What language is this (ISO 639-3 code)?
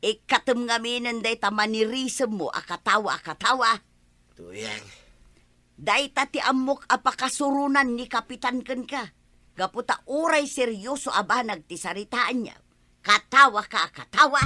ilo